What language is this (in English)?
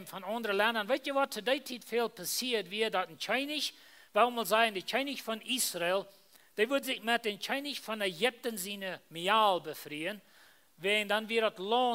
Plautdietsch